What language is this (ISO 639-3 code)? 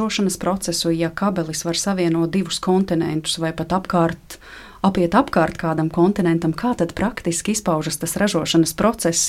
lav